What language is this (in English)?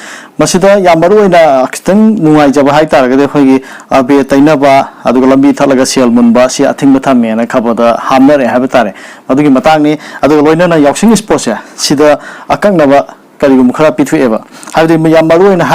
Manipuri